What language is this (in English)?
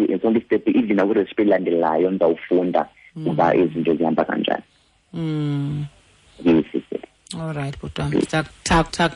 Xhosa